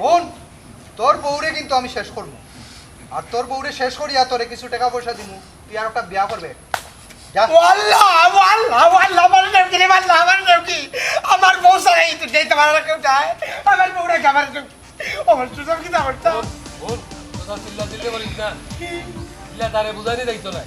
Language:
Sylheti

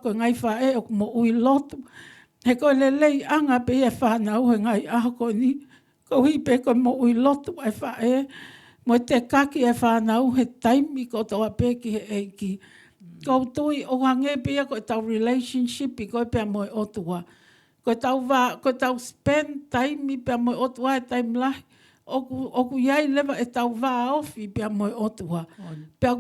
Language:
Tongan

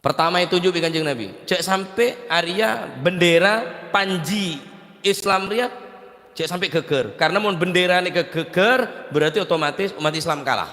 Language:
Madurese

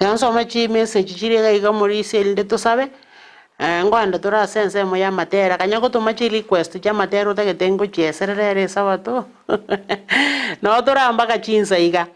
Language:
Gusii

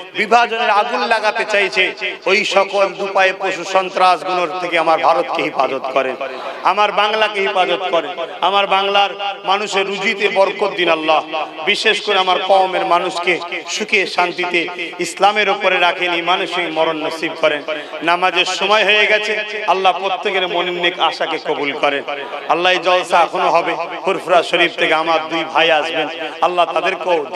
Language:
Bangla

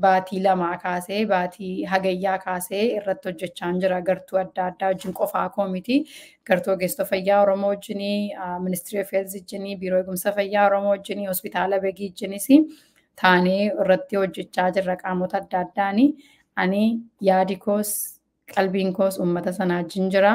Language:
Oromo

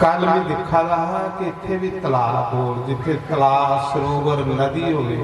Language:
Dogri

